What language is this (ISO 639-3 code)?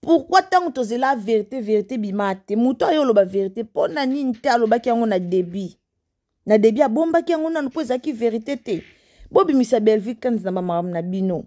lin